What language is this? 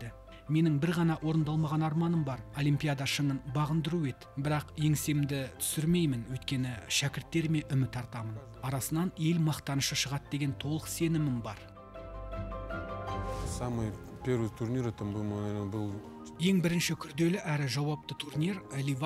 Kazakh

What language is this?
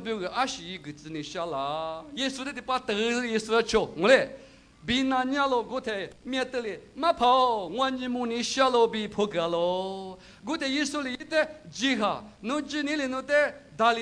Lisu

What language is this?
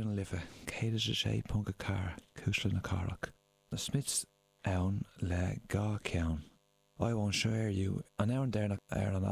Irish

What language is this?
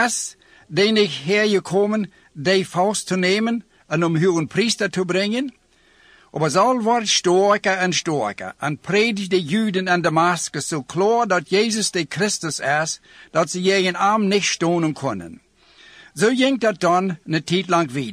Plautdietsch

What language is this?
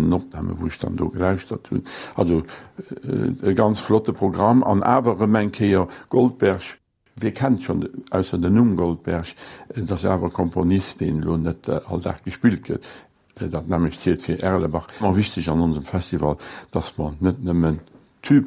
Luxembourgish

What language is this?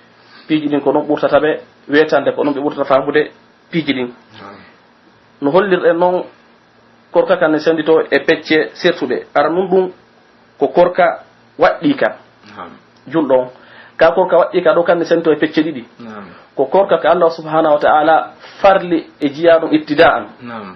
Pular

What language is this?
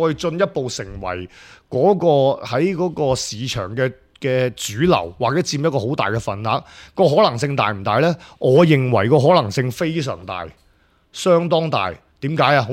Cantonese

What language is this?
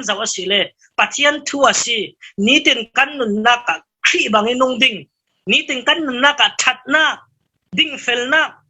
Falam Chin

